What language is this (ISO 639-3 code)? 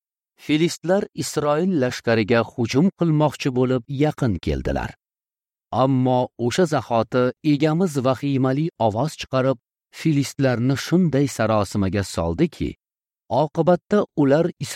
uzb